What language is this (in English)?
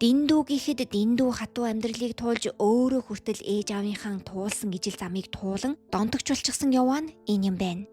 Mongolian